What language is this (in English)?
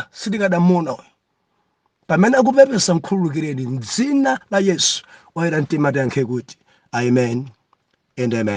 Nyanja